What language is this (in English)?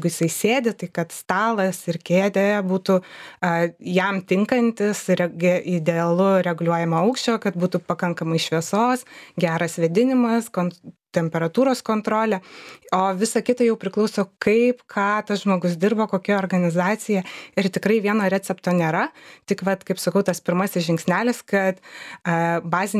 Lithuanian